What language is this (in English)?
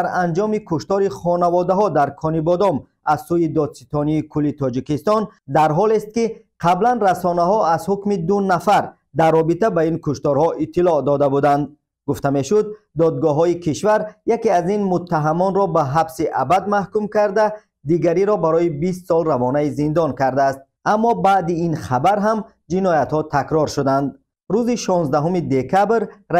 Tajik